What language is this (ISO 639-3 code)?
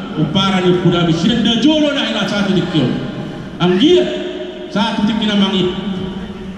bbc